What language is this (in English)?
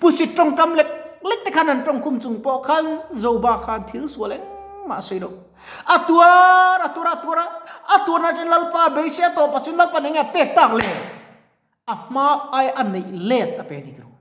Mizo